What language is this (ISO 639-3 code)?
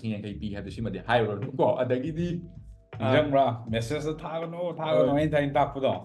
mni